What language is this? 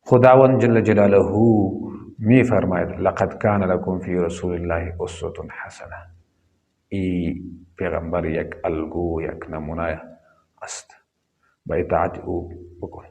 Pashto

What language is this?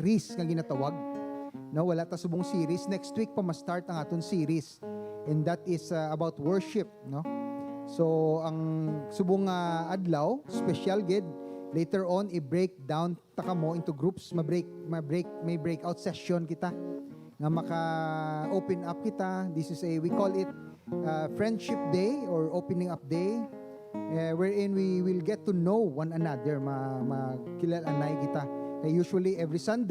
Hiligaynon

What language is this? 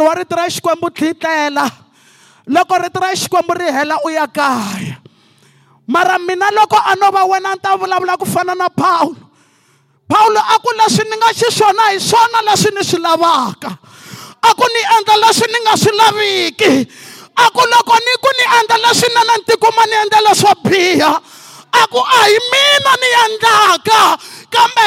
Tsonga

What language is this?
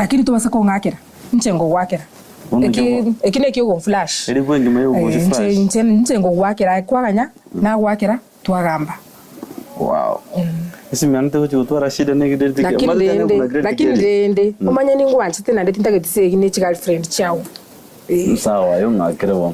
Gusii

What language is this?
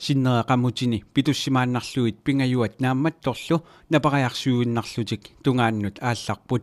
Kalaallisut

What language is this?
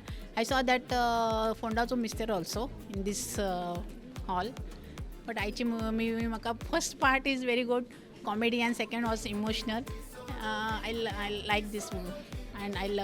Konkani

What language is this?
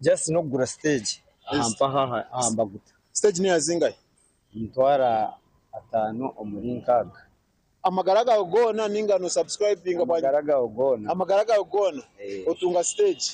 Nyankole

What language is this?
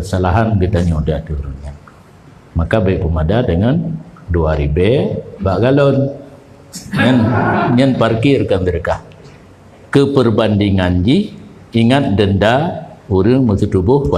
Achinese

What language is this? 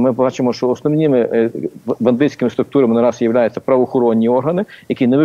Ukrainian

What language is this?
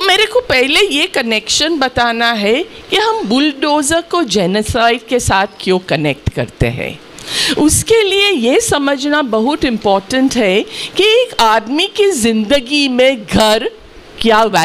Hindi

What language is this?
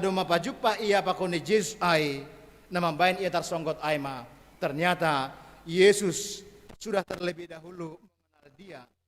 Batak Simalungun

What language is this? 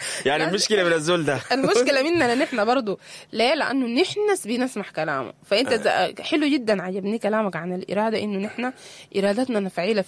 Sudanese Arabic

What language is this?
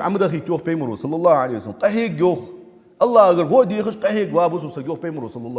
Ingush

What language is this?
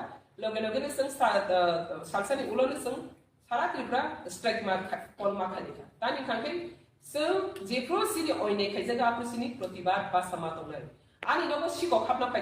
Kok Borok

